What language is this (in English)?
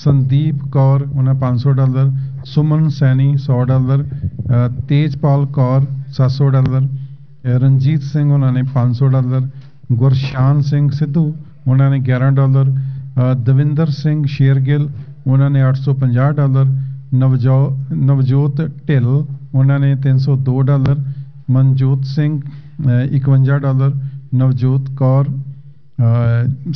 Punjabi